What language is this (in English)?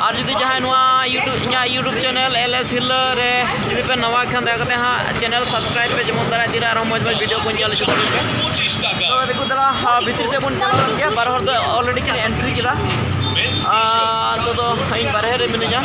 Santali